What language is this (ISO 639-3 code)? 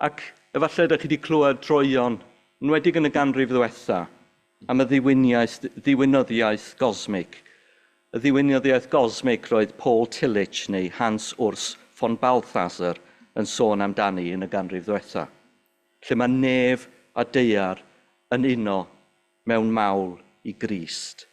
cym